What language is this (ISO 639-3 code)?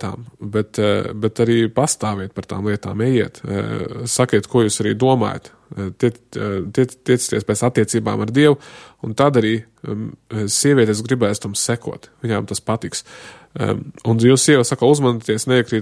lav